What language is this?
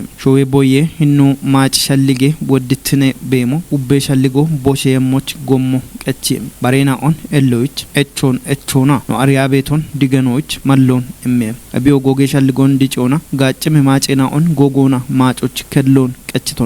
Kafa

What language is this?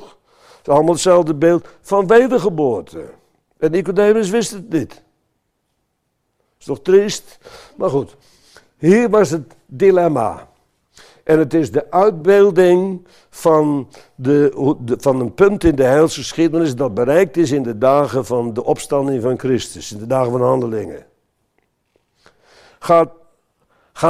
Dutch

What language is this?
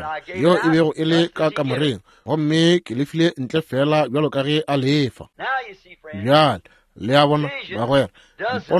Northern Sotho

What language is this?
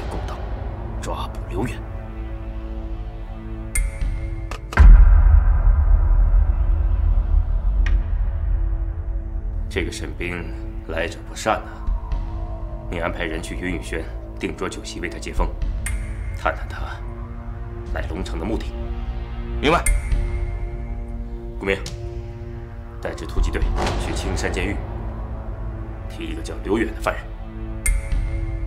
Chinese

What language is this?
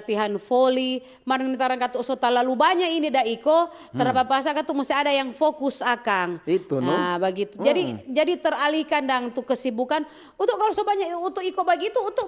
Manado Malay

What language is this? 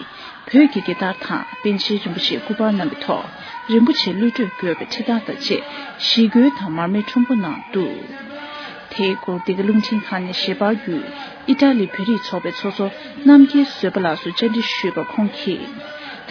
Tibetan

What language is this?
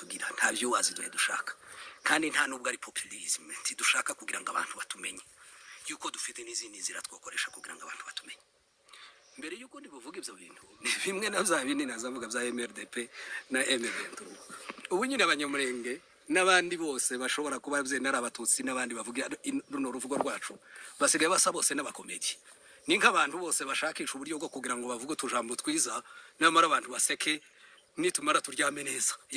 Kinyarwanda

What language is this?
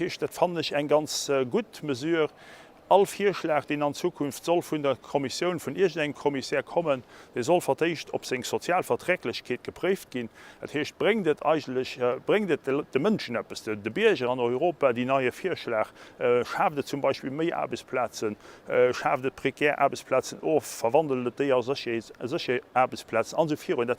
Luxembourgish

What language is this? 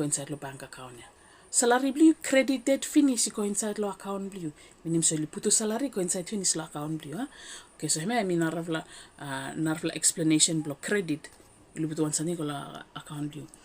Bislama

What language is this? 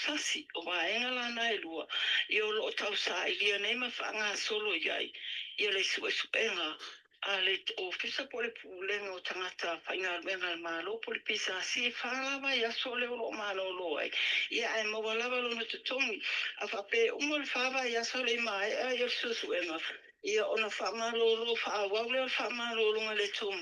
Samoan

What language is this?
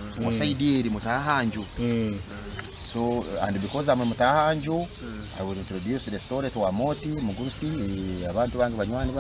Nyoro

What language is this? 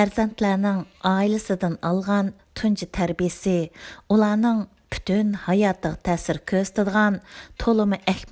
Uyghur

